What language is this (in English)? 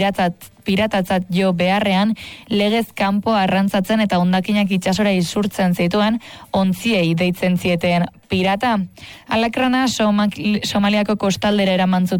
Basque